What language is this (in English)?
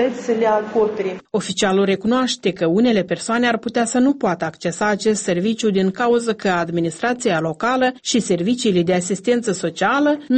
Romanian